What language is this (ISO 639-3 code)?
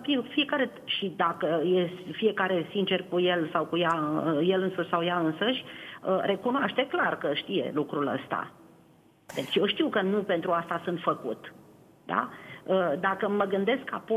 ron